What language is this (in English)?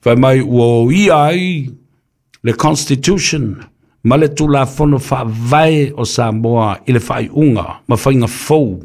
Samoan